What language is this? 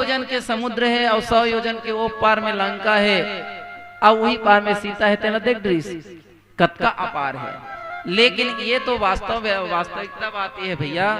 Chhattisgarhi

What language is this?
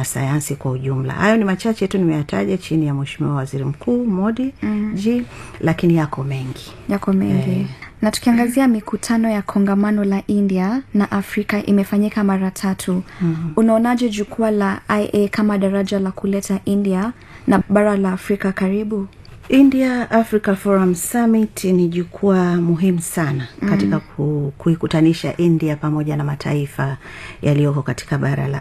Swahili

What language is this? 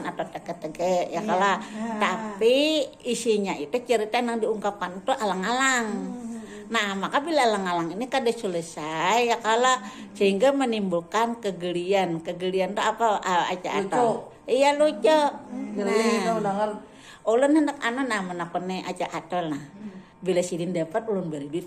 Banjar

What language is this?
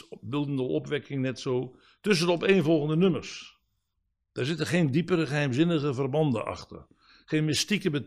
Dutch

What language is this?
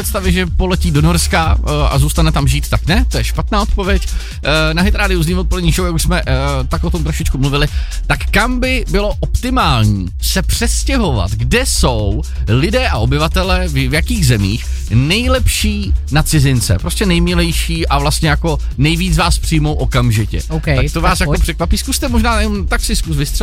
Czech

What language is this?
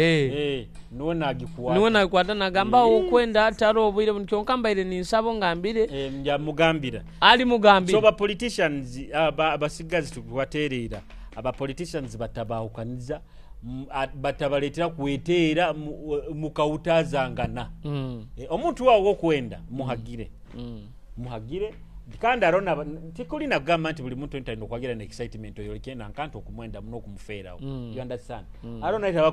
Nyoro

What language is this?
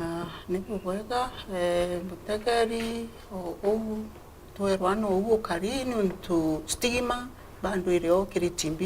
Meru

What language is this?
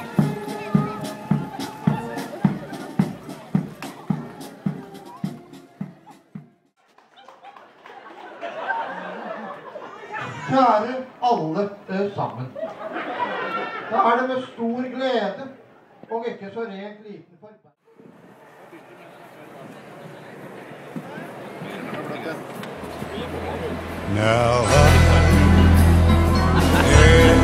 Norwegian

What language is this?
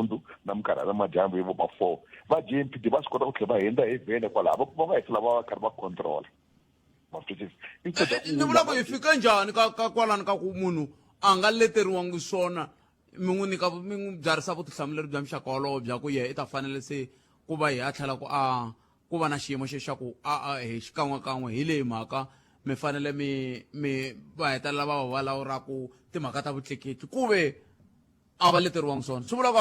Tsonga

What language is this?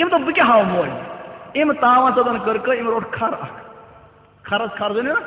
Kashmiri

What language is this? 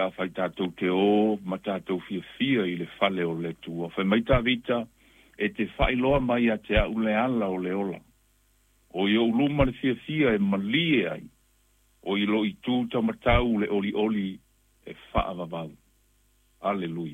Samoan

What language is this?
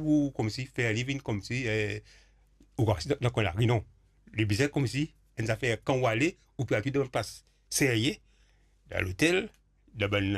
Morisyen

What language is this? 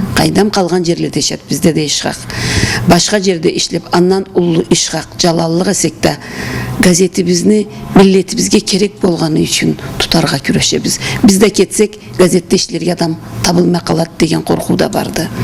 Karachay-Balkar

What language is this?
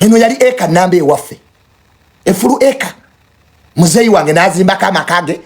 Ganda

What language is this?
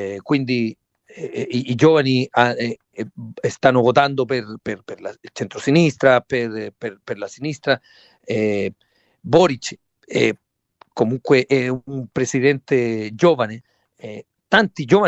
Italian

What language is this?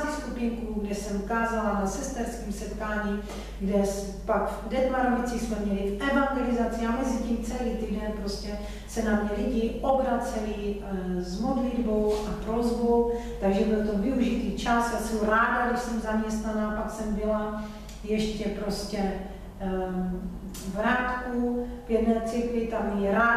Czech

